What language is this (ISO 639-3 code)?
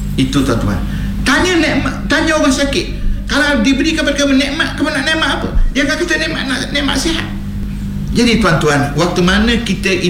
msa